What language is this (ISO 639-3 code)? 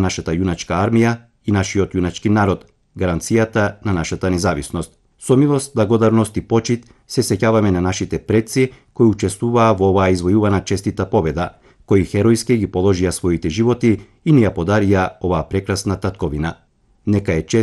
mkd